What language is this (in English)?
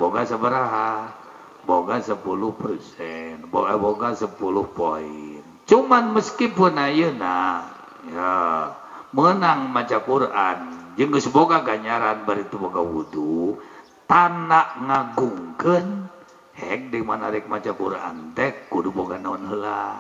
Sundanese